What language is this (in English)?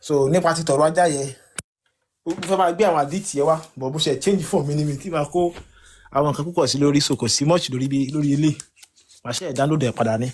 Yoruba